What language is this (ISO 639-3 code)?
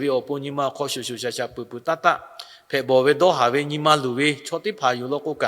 lhu